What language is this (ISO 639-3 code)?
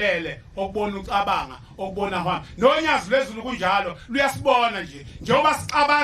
zul